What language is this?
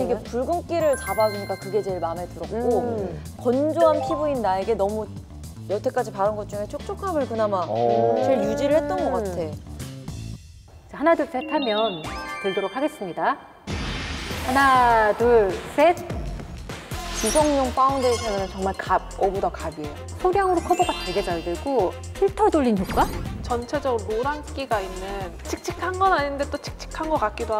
Korean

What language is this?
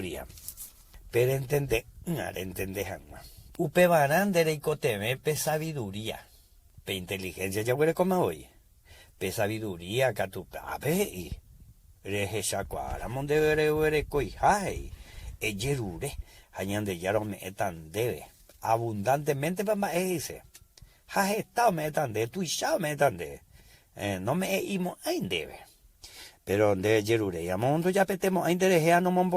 Guarani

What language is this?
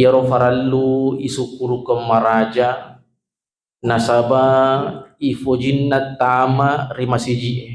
Buginese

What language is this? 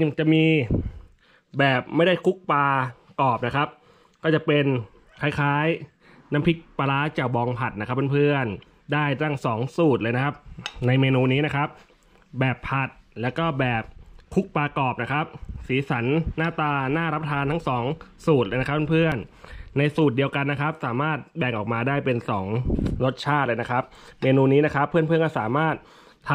Thai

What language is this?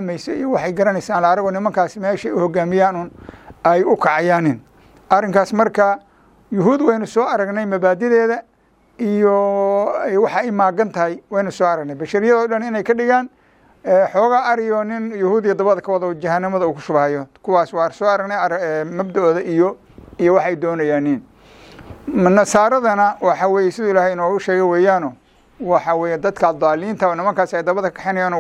Somali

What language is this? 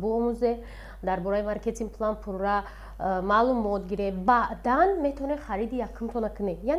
Tajik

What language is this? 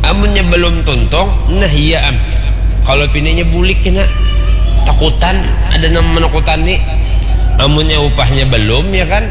Banjar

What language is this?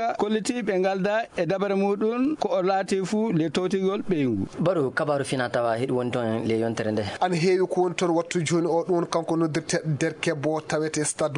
Fula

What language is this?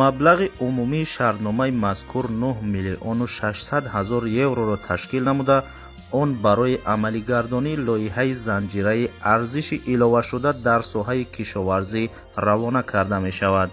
Tajik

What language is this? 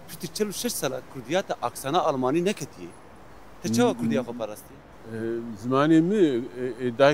Kurdish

